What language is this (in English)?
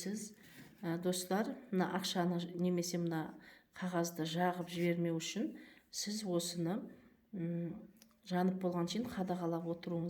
Kazakh